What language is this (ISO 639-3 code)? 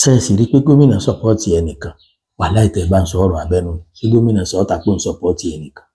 yor